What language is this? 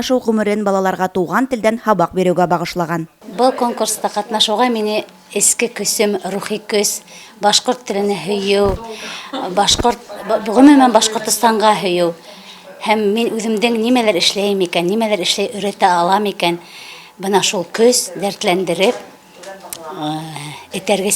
Bashkir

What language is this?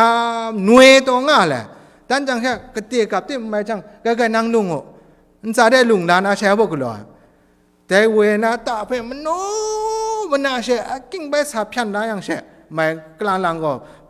Kachin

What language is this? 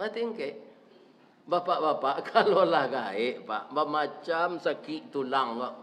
Minangkabau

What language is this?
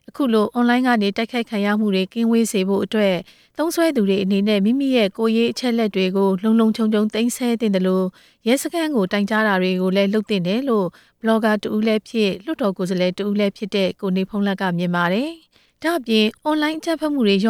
Burmese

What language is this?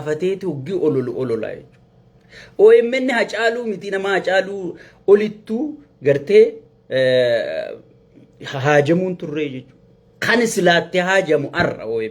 Oromo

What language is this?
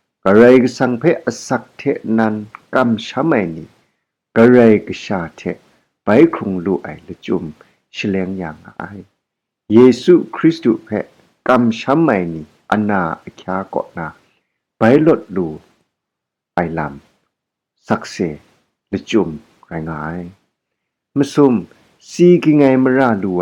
Kachin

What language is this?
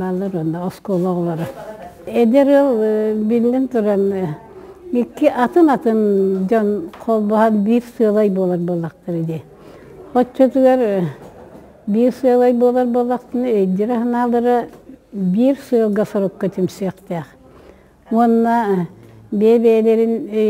Yakut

